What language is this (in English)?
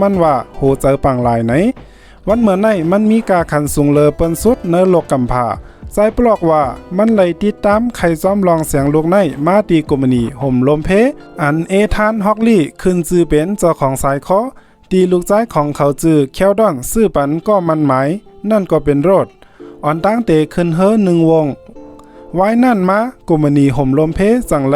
Shan